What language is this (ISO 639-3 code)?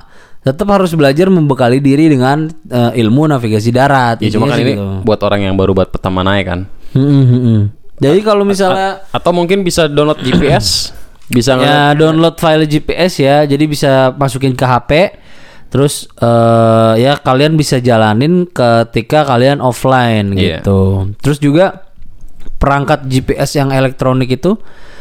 ind